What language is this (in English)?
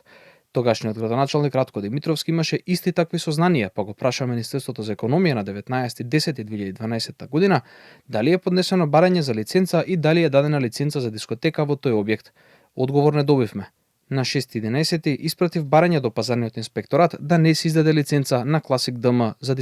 Macedonian